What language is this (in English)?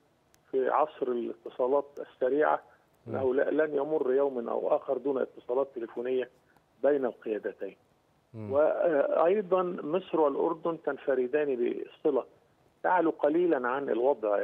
Arabic